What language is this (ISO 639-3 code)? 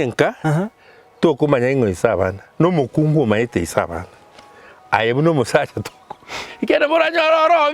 guz